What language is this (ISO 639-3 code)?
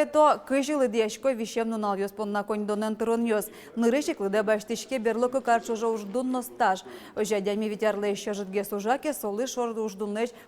udm